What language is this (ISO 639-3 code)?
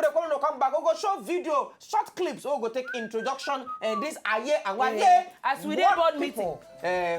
pcm